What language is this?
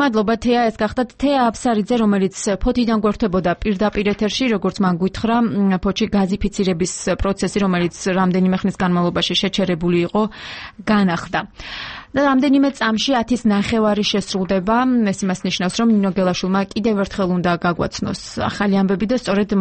Georgian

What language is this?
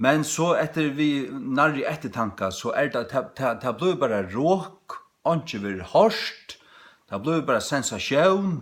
Faroese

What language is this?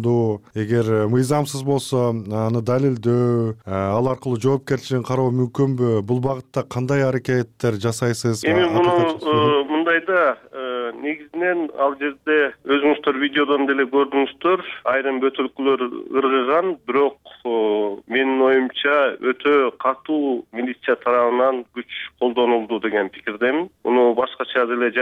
Kyrgyz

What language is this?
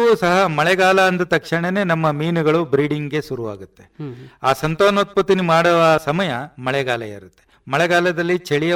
Kannada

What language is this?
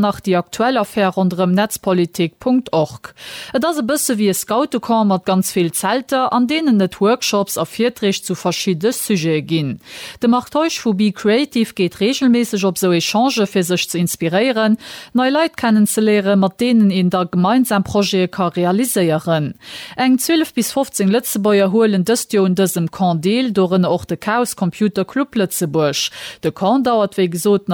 Luxembourgish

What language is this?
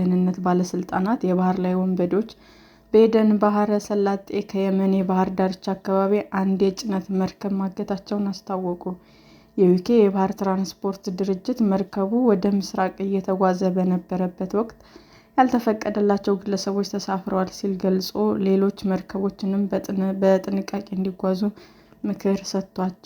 Amharic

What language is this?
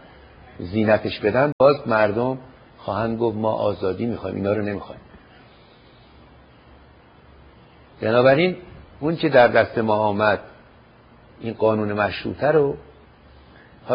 Persian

